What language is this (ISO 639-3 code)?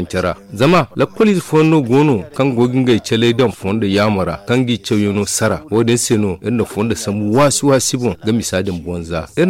dje